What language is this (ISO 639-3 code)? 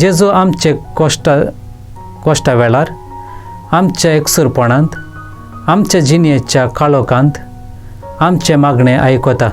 kok